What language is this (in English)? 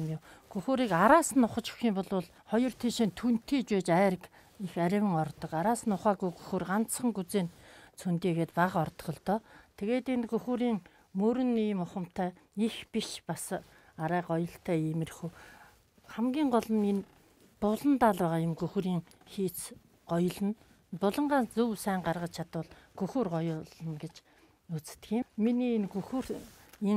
Mongolian